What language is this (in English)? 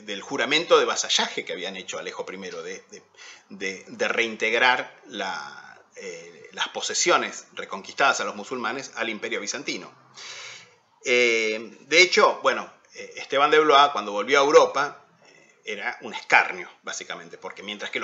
Spanish